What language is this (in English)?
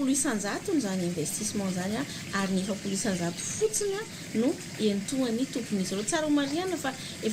Malagasy